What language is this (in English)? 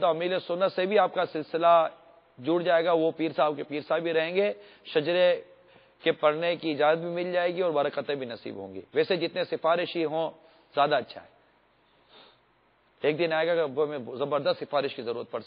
Urdu